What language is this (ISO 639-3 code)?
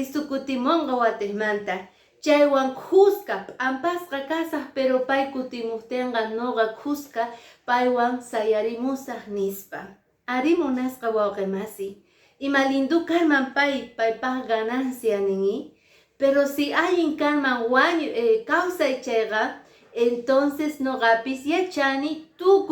que